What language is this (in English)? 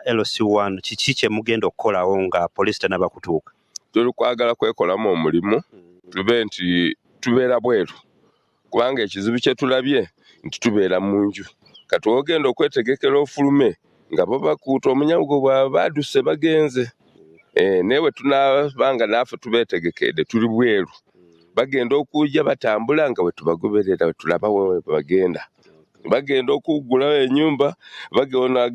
Ganda